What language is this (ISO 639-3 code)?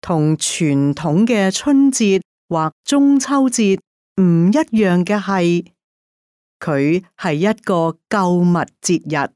yue